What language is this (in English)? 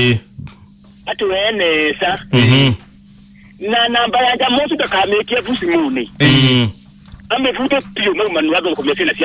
Kamba